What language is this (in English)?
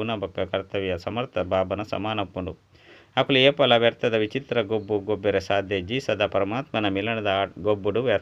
Tulu